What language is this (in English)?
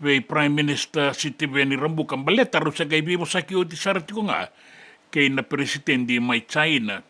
Fijian